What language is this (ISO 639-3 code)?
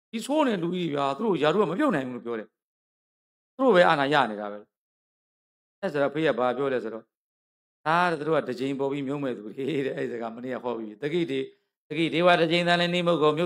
mya